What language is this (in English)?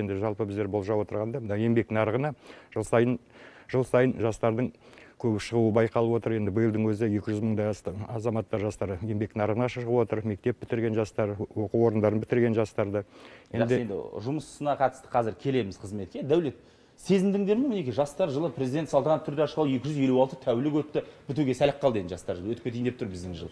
Kazakh